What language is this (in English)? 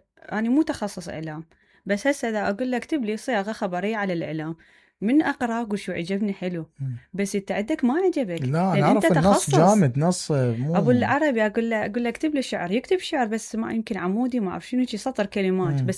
Mesopotamian Arabic